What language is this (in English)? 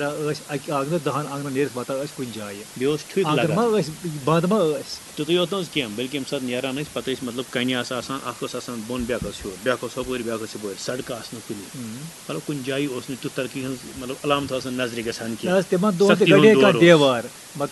Kashmiri